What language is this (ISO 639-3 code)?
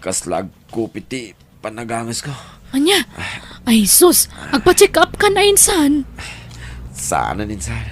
ilo